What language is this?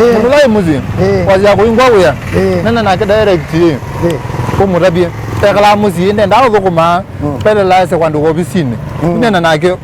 Kamba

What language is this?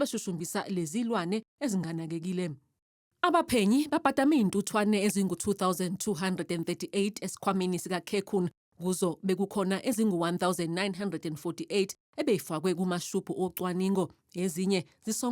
Zulu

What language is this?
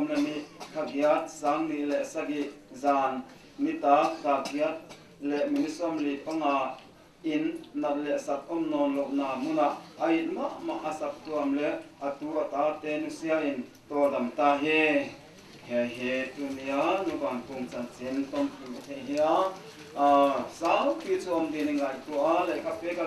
Paite Chin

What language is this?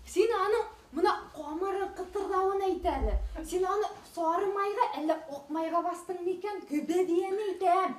Bashkir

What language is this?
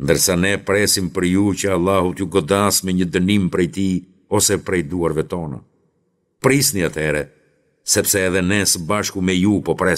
Albanian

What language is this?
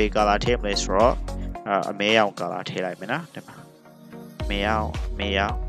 Burmese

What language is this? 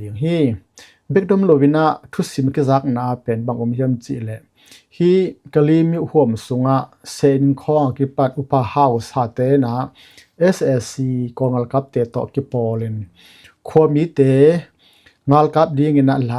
Tedim Chin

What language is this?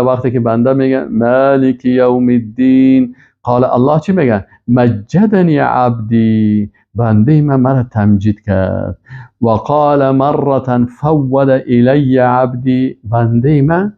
Persian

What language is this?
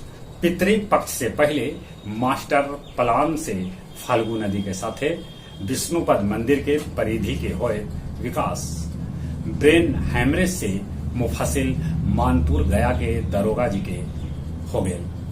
Magahi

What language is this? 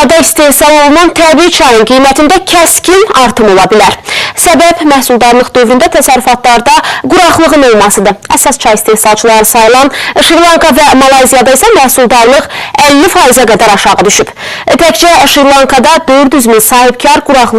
Azerbaijani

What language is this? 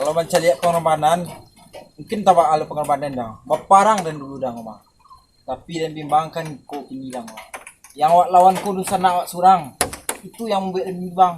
Minangkabau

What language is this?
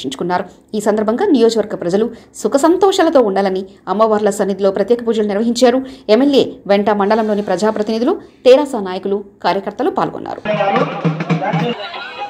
Telugu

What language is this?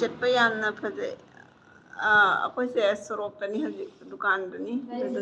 Manipuri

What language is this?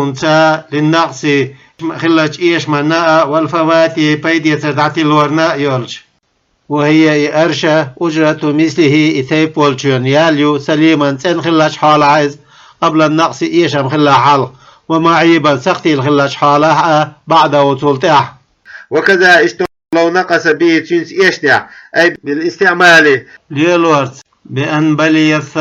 Chechen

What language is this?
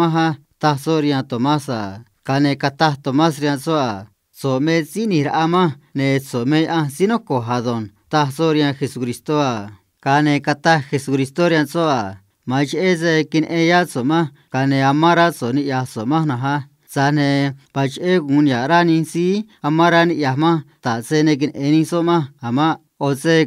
Copala Triqui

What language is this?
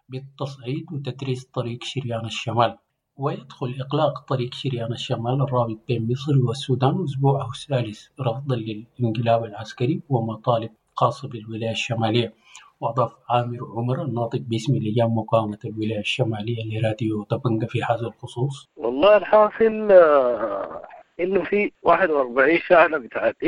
Sudanese Arabic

